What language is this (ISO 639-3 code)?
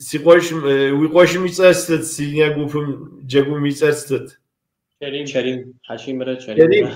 kbd